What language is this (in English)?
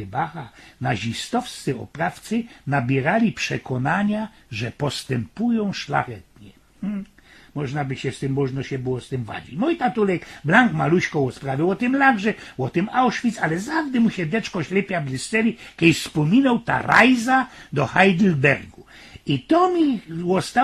Silesian